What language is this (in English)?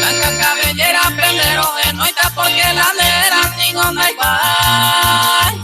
Guarani